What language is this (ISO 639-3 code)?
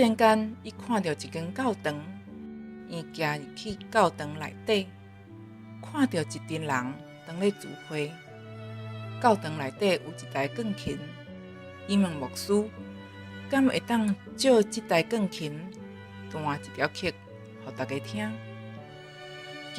nan